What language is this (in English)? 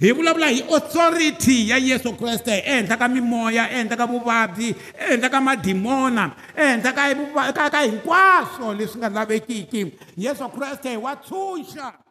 Tsonga